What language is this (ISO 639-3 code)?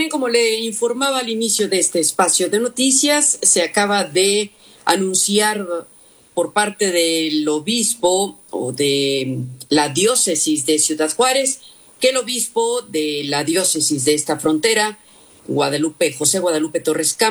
spa